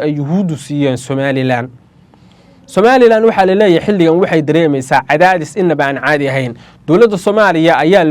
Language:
Somali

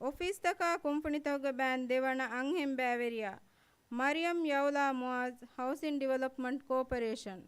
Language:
Divehi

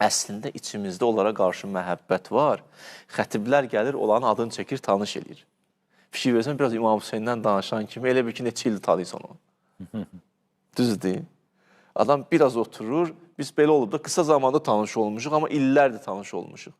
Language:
Azerbaijani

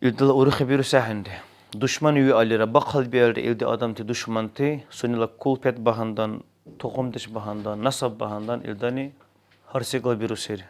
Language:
Dargwa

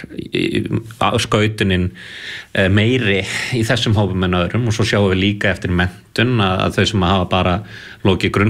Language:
Icelandic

